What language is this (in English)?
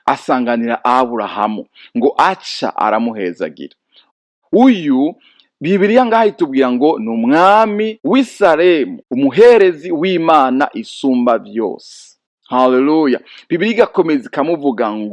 Rundi